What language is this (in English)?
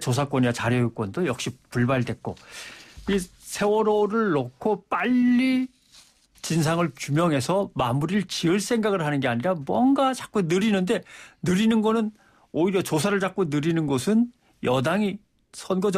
Korean